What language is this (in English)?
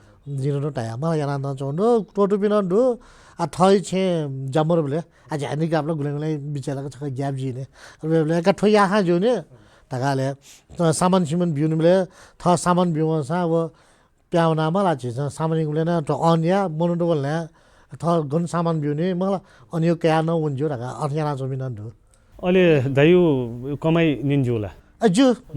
Newari